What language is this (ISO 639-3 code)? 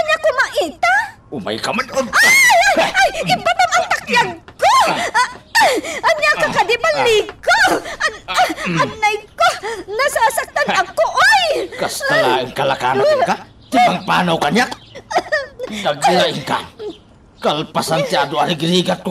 ilo